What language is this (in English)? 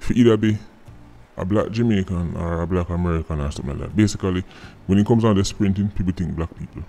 Jamaican Creole English